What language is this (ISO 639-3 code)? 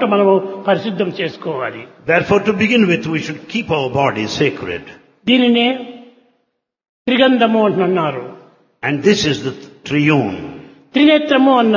tel